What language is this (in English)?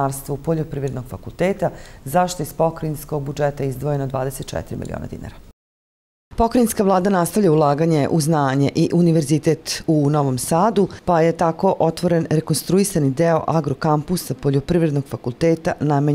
Serbian